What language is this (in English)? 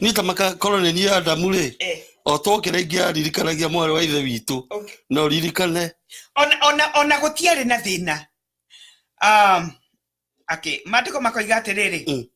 Kikuyu